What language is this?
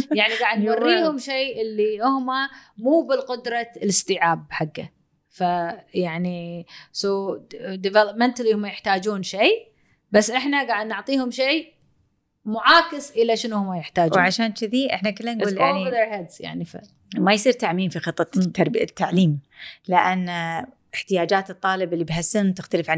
Gulf Arabic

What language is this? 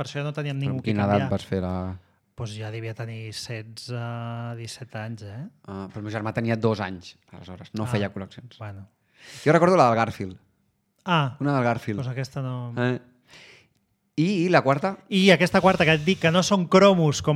Catalan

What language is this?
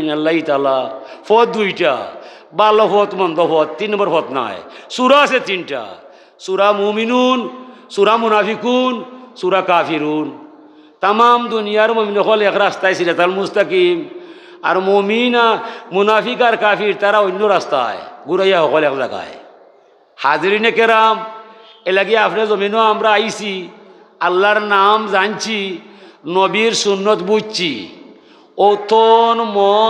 Sylheti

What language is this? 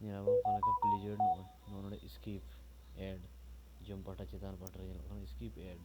Santali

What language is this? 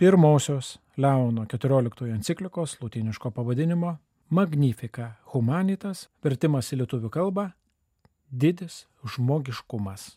Lithuanian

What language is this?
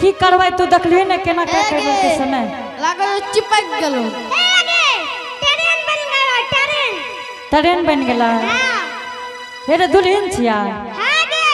Angika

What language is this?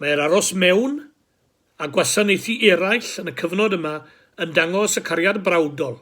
Welsh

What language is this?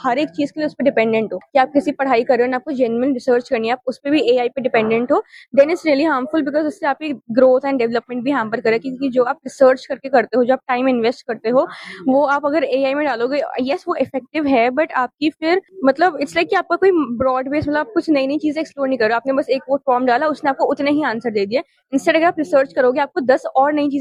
Hindi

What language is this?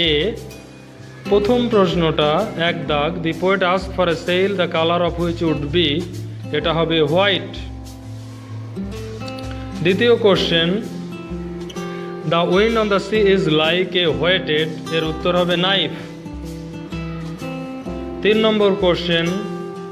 Bangla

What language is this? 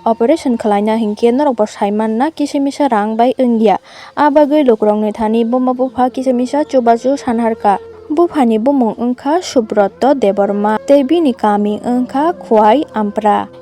Kok Borok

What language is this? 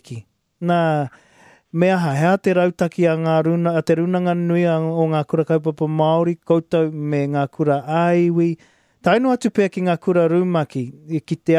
Māori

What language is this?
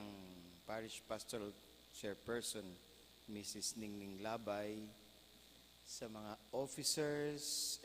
Bikol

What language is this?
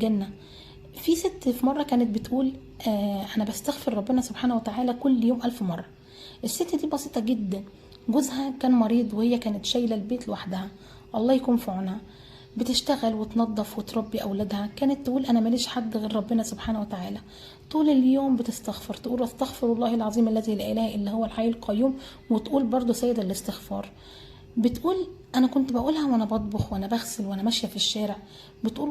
Egyptian Arabic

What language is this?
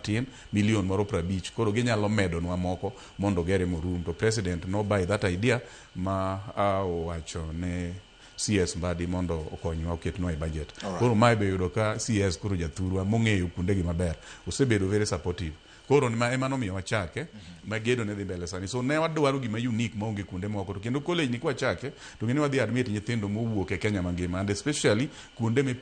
Luo (Kenya and Tanzania)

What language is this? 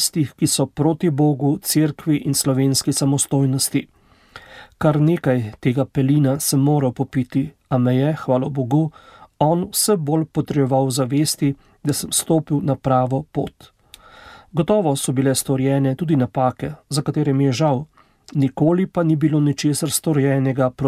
Slovenian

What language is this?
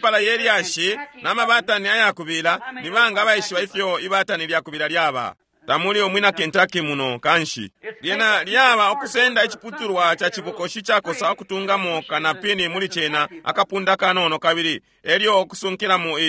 Bemba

